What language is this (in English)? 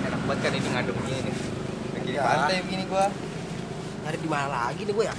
Betawi